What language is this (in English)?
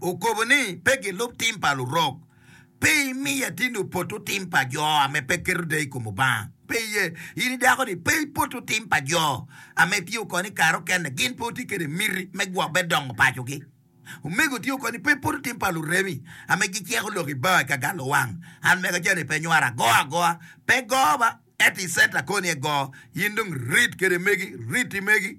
Acoli